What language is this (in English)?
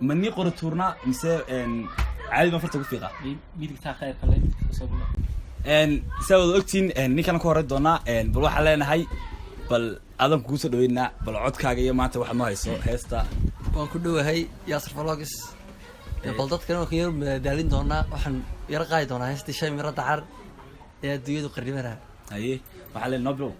Somali